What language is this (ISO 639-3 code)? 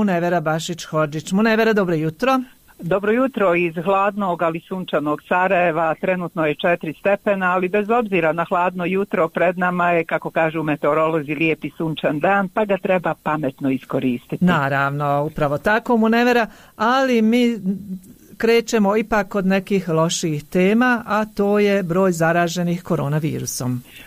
bos